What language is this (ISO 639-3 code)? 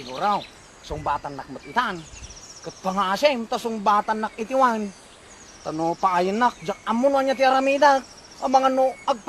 ilo